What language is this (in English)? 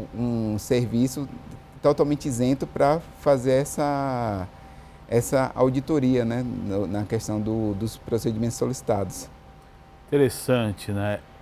Portuguese